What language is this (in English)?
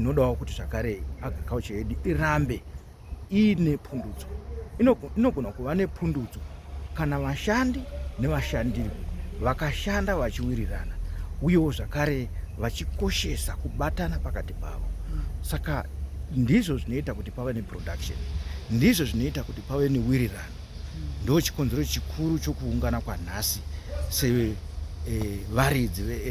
Shona